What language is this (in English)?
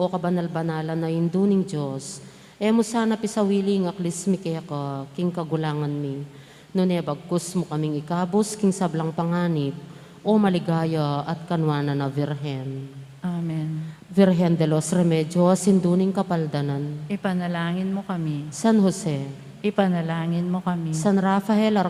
Pampanga